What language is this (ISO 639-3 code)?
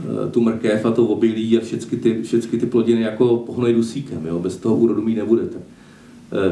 ces